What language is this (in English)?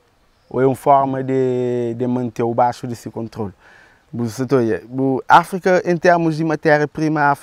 Kabuverdianu